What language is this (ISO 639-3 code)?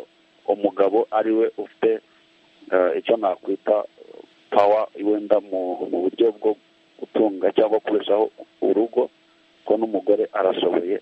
kin